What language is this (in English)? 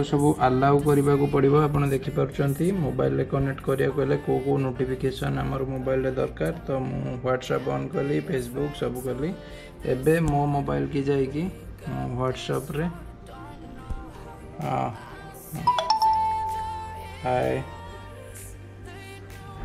Odia